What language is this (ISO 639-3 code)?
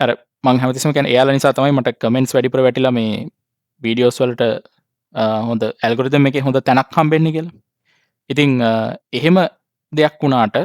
sin